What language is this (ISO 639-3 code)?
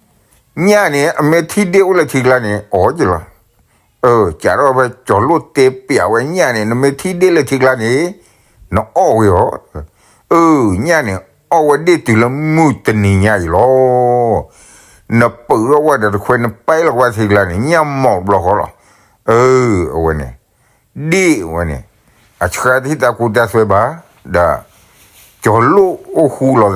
ksw